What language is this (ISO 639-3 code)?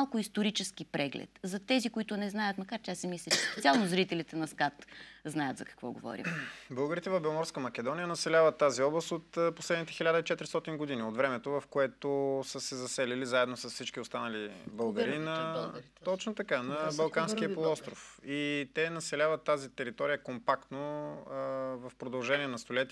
bul